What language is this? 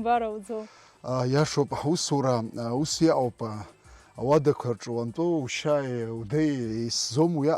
Abkhazian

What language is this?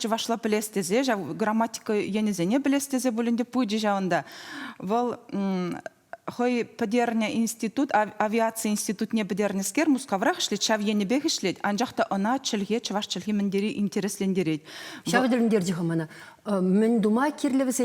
Chuvash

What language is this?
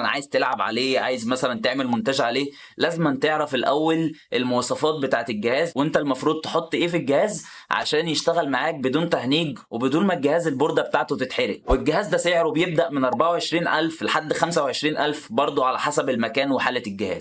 Egyptian Arabic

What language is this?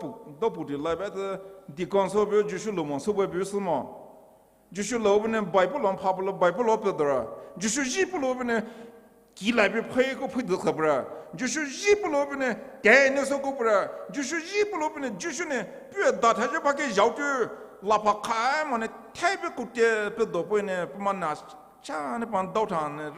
Poumei Naga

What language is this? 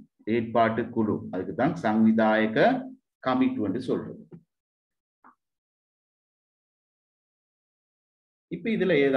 Tamil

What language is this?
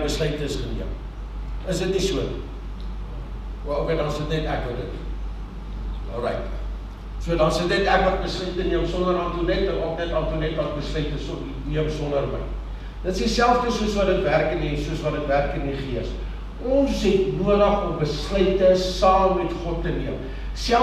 Afrikaans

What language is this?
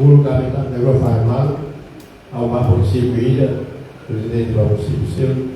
Tetum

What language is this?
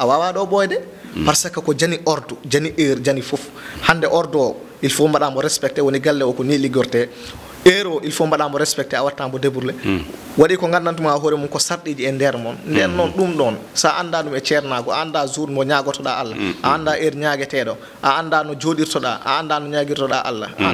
Fula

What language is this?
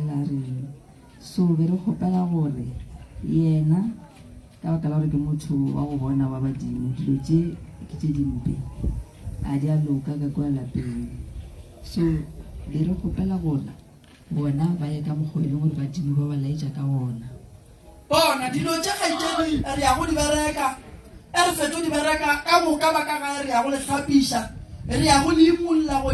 Northern Sotho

